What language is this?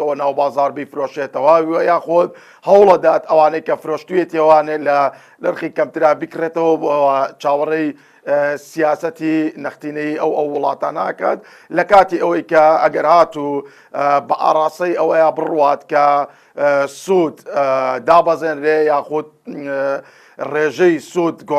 Central Kurdish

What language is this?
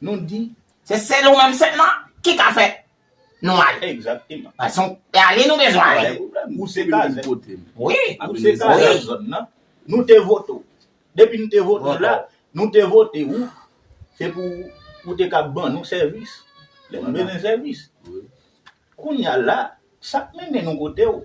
Haitian Creole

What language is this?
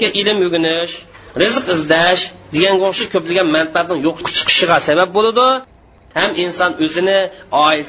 Uyghur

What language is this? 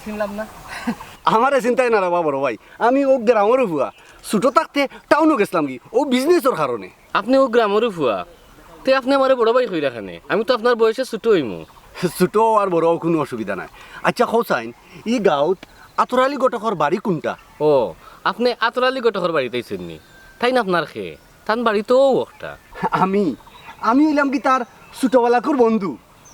Sylheti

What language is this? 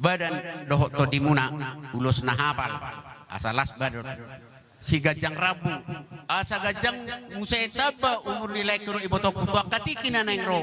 Batak Toba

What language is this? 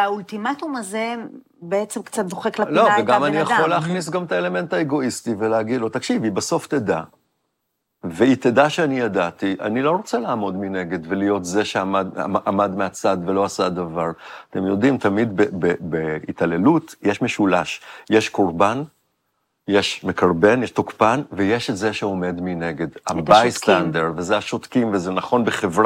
Hebrew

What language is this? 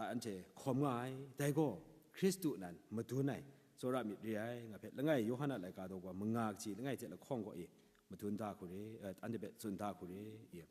Kachin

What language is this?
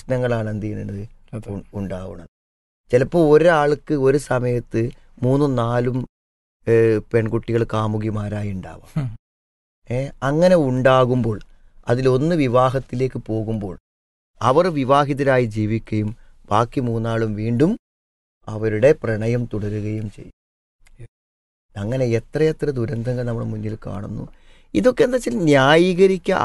Malayalam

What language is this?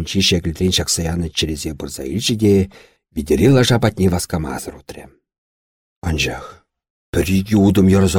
Chuvash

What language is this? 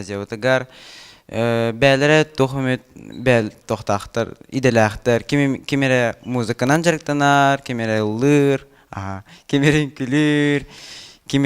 Yakut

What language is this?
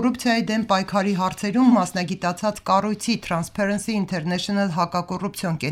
Armenian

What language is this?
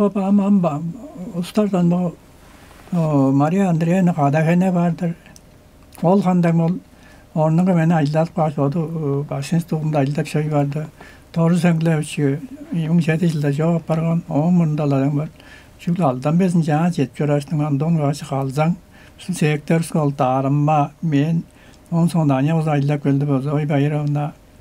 Tuvinian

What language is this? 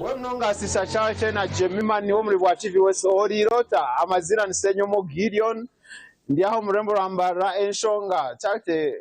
Nyankole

